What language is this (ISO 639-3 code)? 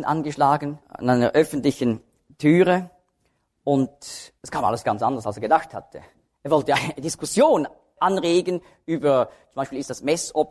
deu